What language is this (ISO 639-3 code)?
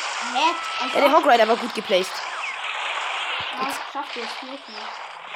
deu